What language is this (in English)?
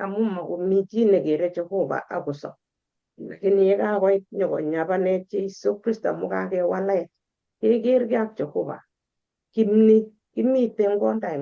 Kalenjin